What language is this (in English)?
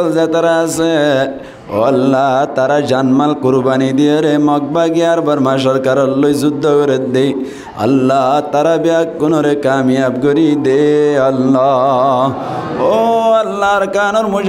Rohingya